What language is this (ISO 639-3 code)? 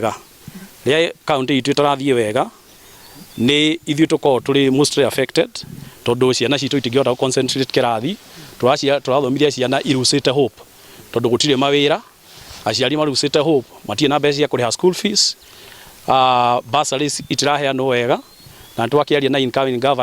kik